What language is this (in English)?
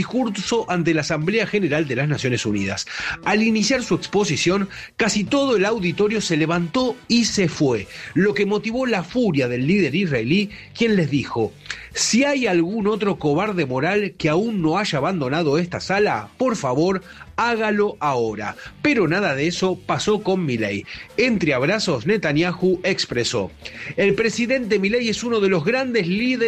Spanish